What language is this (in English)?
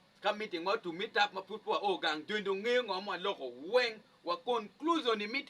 Acoli